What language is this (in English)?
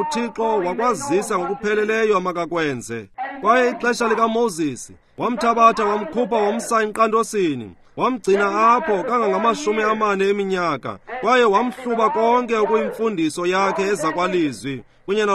Xhosa